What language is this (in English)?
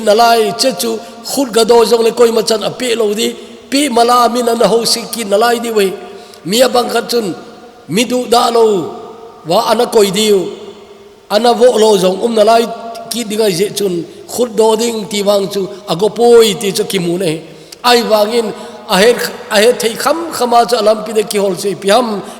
Thado Chin